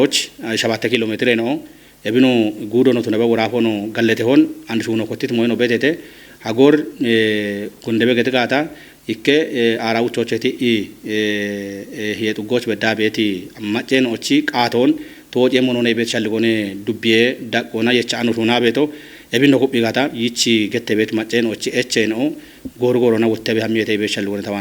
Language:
Kafa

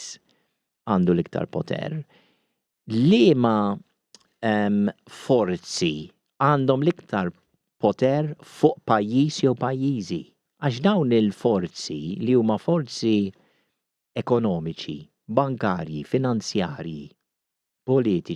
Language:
Maltese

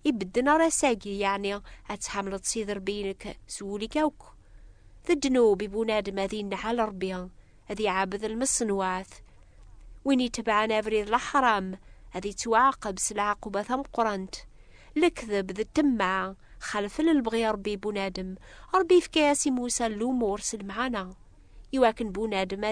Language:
Kabyle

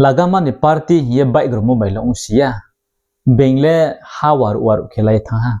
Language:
Riang (India)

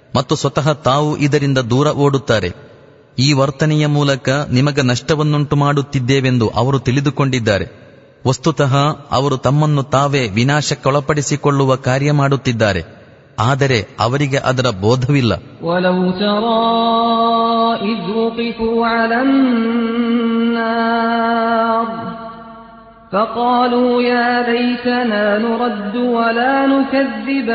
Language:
Kannada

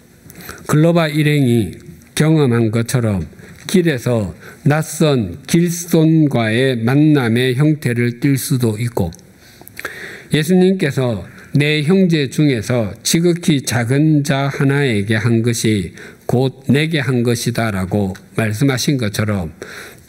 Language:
Korean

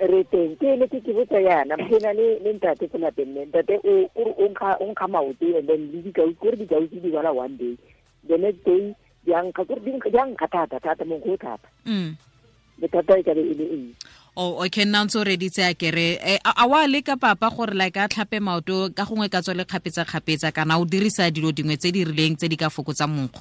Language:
Tswana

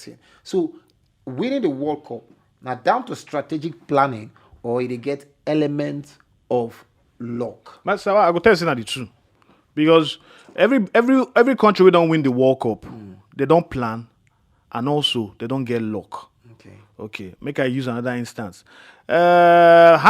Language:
Nigerian Pidgin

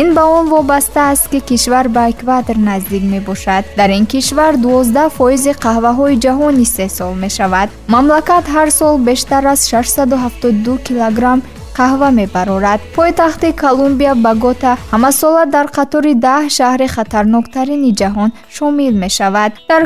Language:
Tajik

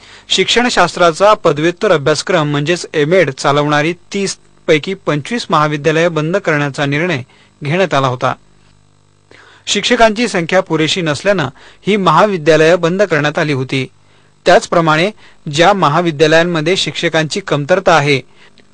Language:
Marathi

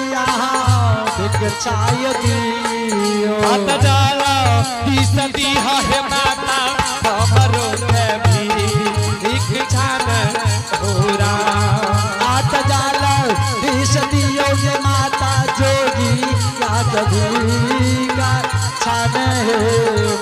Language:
Angika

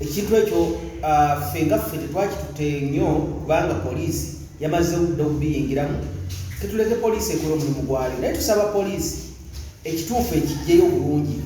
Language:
Ganda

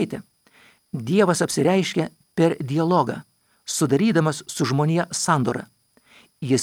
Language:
Lithuanian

